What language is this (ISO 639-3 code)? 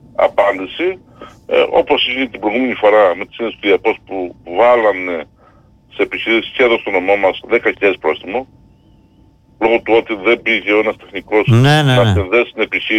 ell